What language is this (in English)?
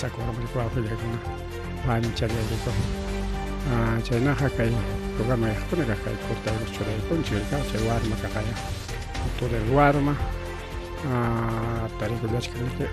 Ayacucho Quechua